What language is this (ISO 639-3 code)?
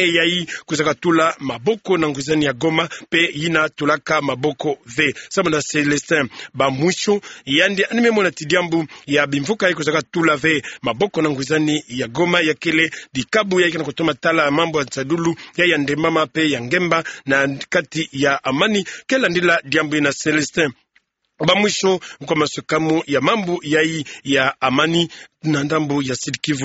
ktu